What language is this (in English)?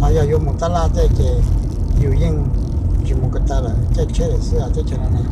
Hmong